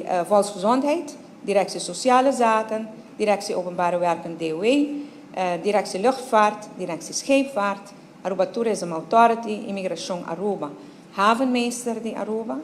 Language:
Papiamento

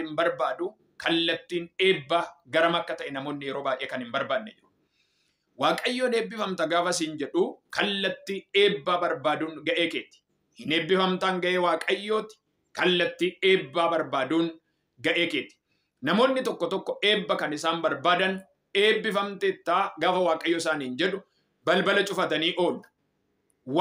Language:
Oromo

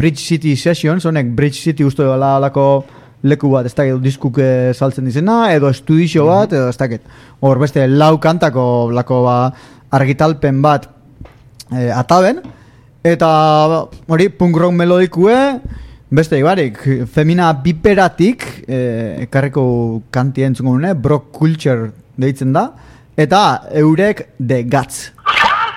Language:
Basque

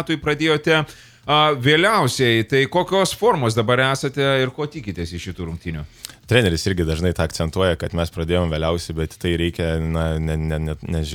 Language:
Lithuanian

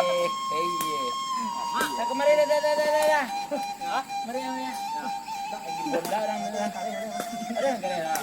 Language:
Minangkabau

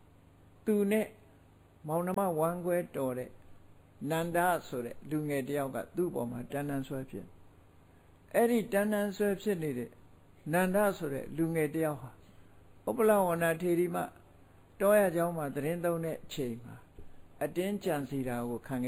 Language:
Burmese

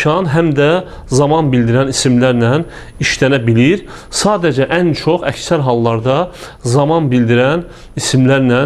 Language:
Azerbaijani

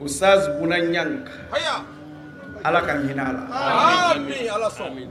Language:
Bambara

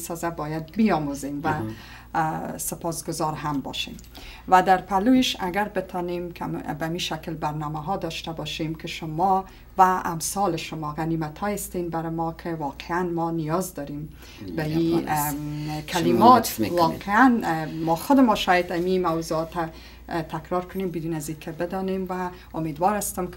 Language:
Persian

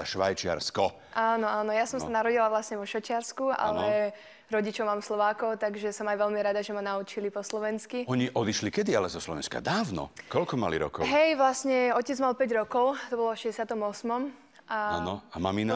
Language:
Slovak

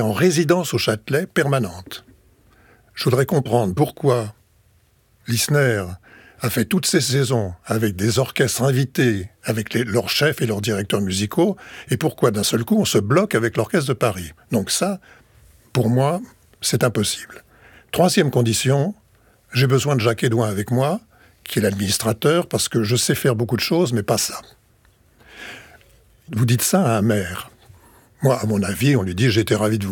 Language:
French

